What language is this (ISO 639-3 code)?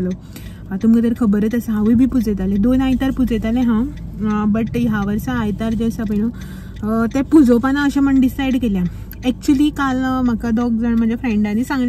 kok